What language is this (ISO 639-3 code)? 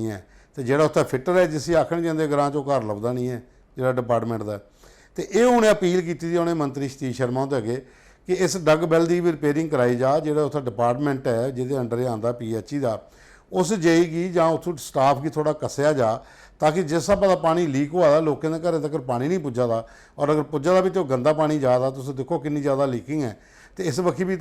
doi